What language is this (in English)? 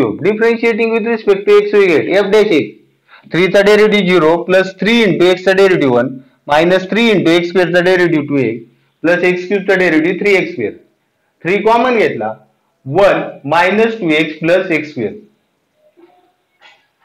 Marathi